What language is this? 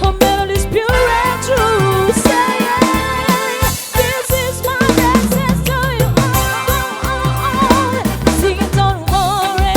Ambonese Malay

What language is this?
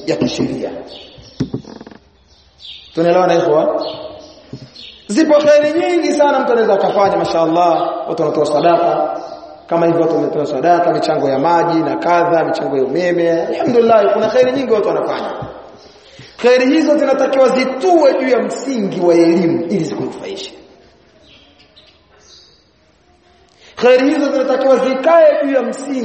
Swahili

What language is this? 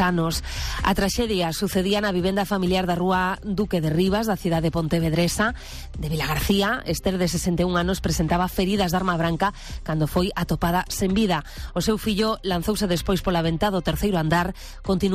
Galician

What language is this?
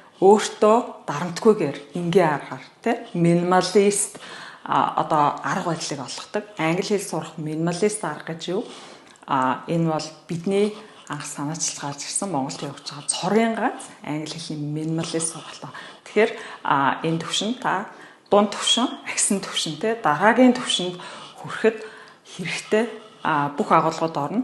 Mongolian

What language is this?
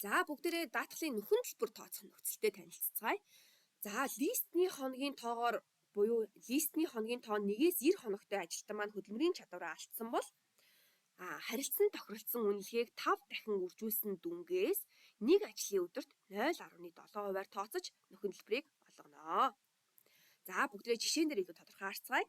Mongolian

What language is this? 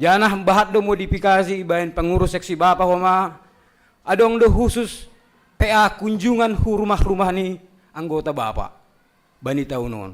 Batak Simalungun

